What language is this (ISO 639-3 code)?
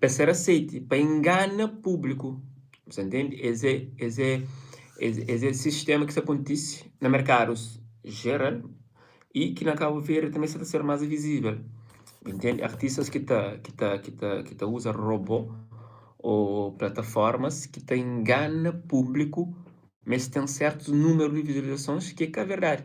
kea